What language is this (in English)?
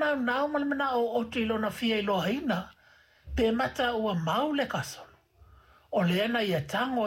Samoan